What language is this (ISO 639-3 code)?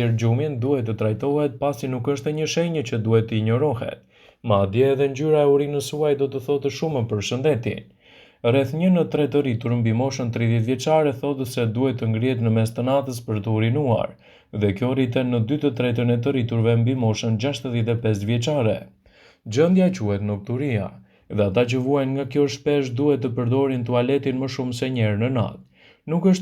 sqi